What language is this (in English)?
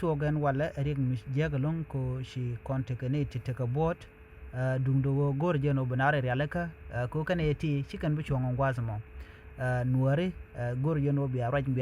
Nuer